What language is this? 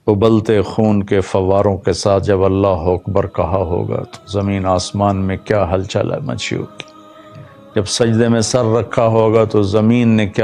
Urdu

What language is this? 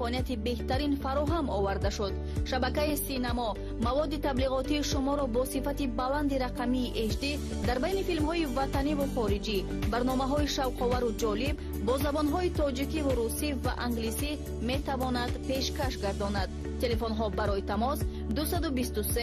Tajik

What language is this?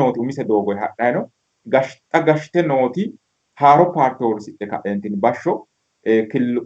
Sidamo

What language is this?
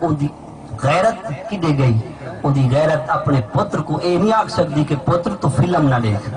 Saraiki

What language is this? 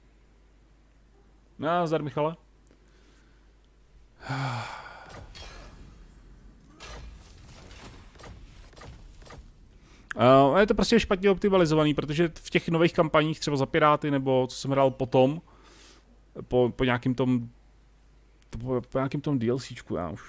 Czech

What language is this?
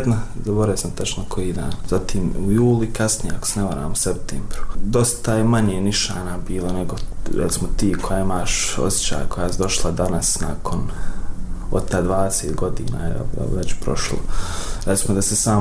Bosnian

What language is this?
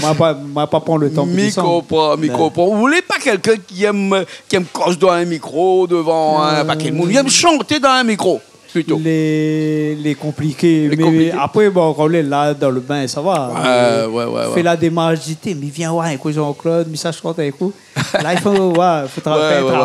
Réunion Creole French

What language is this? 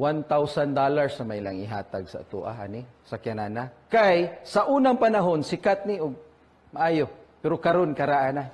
Cebuano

